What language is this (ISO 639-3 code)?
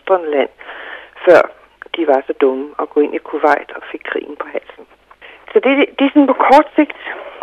dan